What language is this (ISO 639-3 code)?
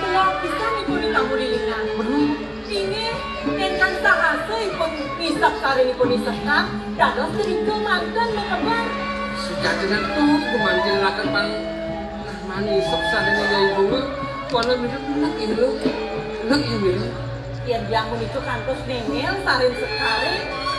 ban